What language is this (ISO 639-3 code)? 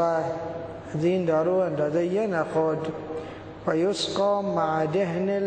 fas